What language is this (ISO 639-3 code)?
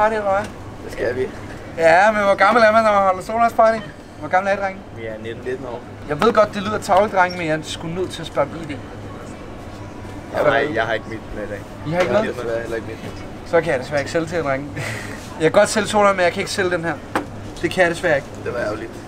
dan